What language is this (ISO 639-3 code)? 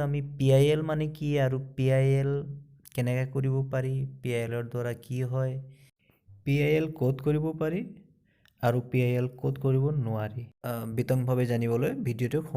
asm